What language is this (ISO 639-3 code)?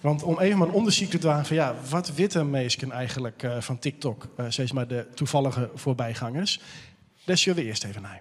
fry